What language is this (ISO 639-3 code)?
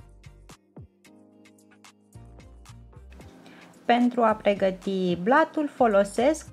ron